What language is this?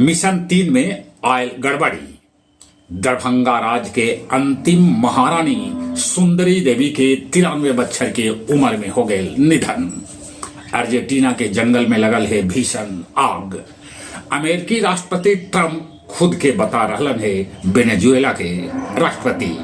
Magahi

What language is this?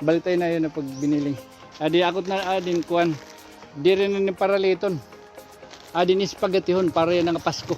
Waray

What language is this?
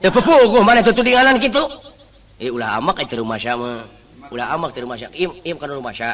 Sundanese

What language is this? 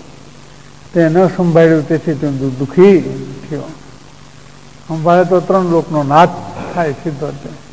Gujarati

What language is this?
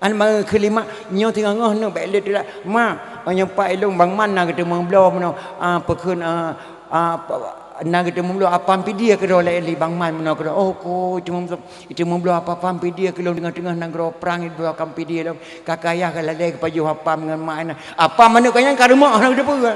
Achinese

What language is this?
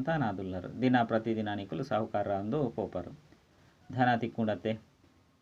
Tulu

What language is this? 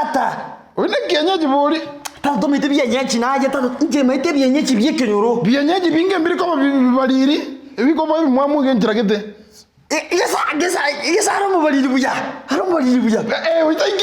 Gusii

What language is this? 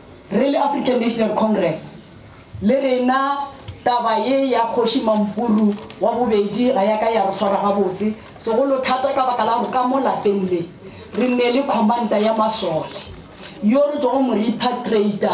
Northern Sotho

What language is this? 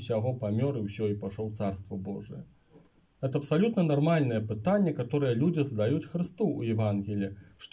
Belarusian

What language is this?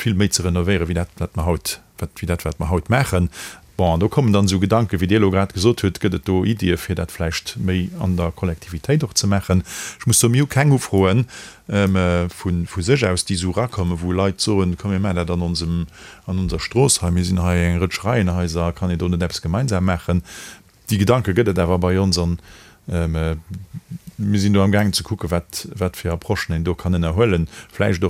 Luxembourgish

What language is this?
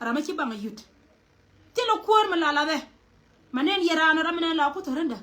Nuer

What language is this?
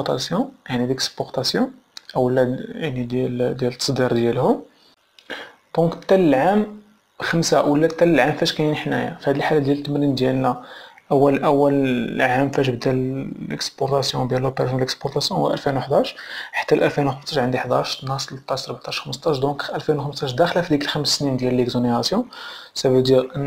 Moroccan Arabic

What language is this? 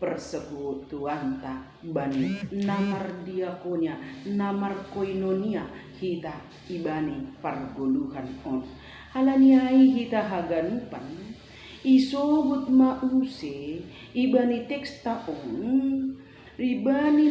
Batak Simalungun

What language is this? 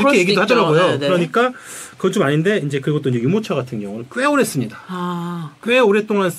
Korean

